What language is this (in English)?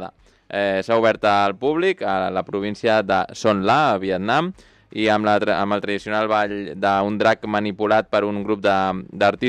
Catalan